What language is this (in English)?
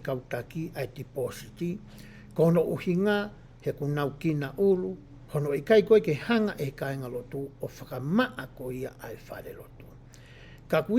Tongan